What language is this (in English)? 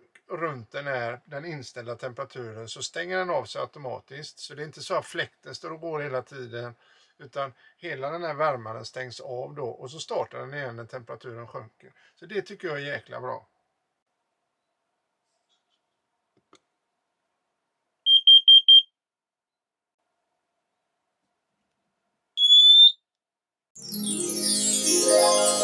Swedish